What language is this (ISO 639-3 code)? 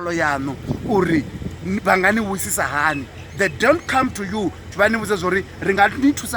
ven